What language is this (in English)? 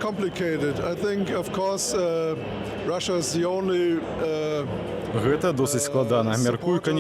Belarusian